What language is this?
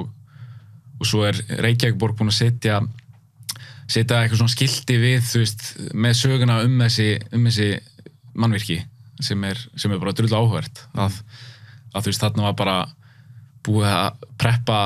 Icelandic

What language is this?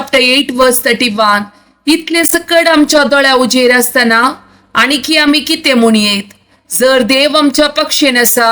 Konkani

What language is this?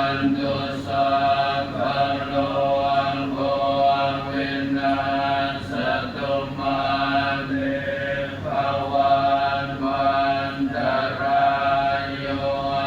Pali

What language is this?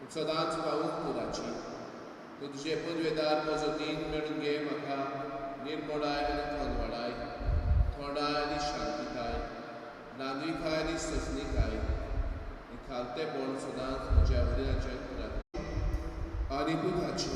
Konkani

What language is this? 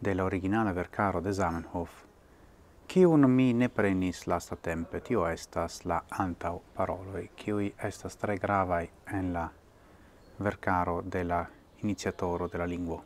Esperanto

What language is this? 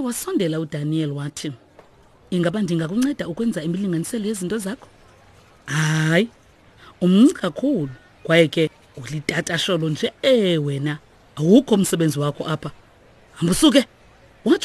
Xhosa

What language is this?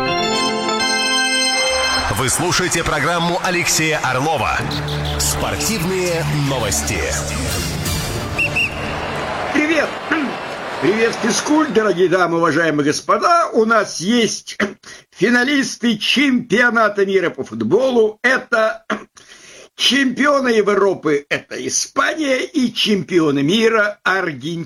Russian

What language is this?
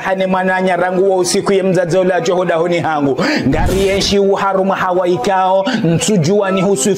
Ngazidja Comorian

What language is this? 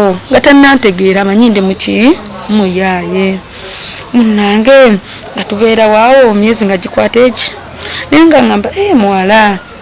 Ganda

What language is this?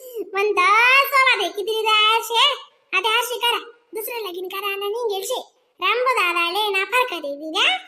Khandesi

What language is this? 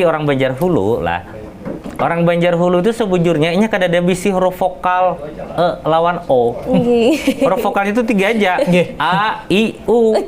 Banjar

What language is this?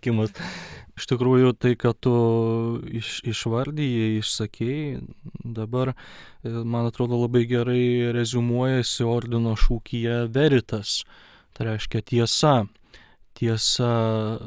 Lithuanian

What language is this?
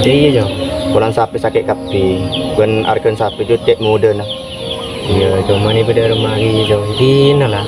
Madurese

